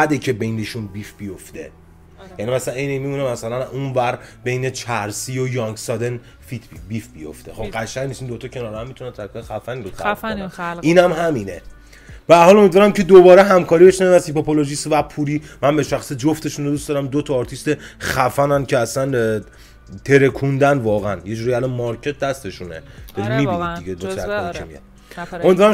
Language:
Persian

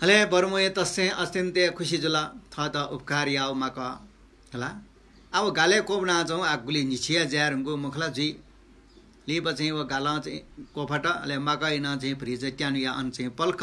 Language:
Newari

